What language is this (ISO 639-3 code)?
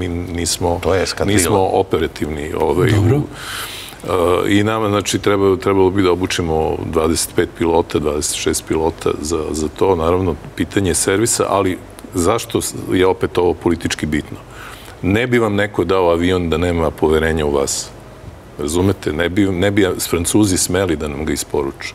srp